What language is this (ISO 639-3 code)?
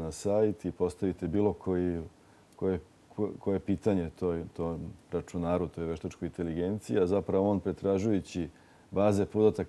srp